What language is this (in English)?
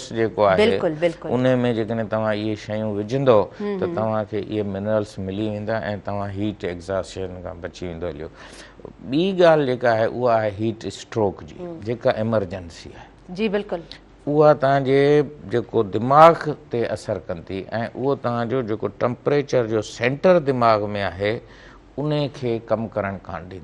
Sindhi